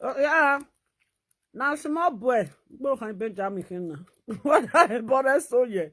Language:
Nigerian Pidgin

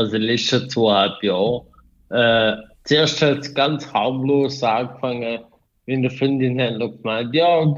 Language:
Swiss German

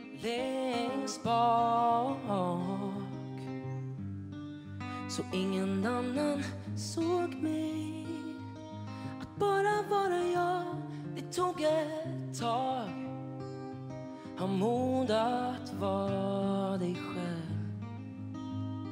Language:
Swedish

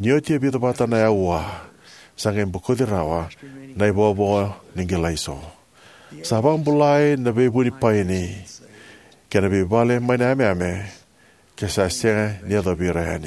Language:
Fijian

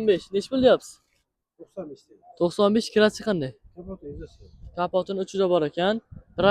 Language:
Uzbek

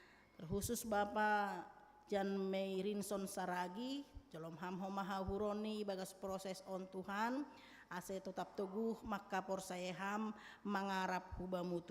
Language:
Batak Simalungun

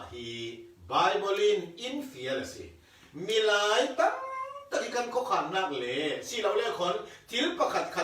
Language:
Falam Chin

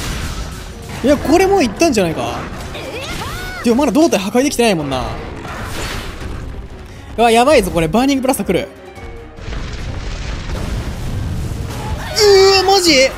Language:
Japanese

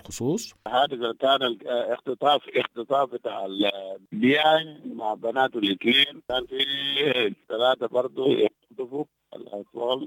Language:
Sudanese Arabic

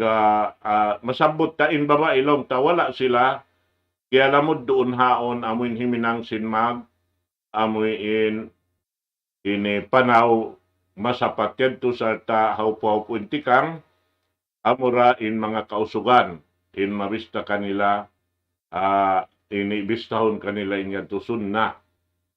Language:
Tausug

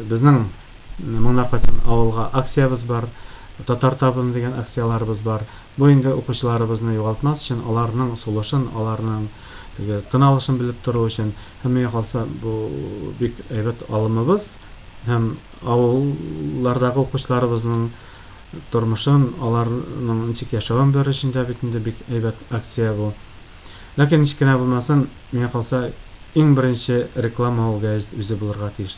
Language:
Tatar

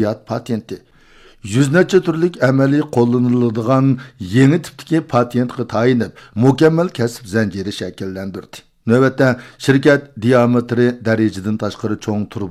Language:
Uyghur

